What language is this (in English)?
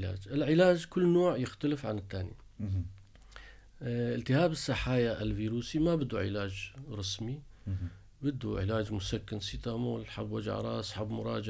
North Levantine Arabic